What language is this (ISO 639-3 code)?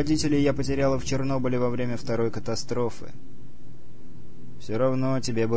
rus